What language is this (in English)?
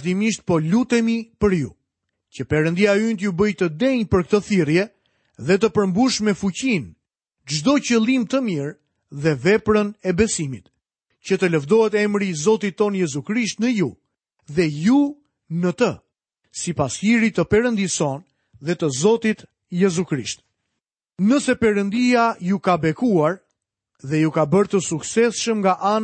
Albanian